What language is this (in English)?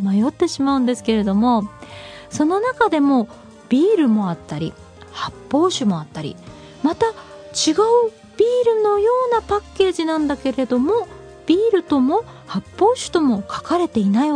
Japanese